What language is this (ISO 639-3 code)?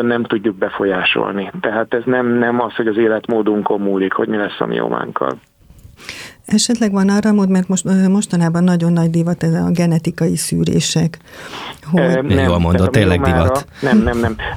hun